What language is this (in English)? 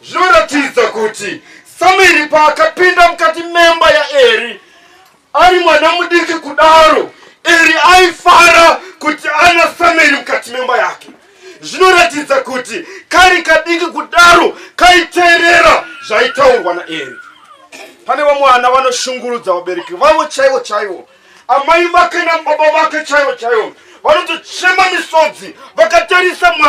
Shona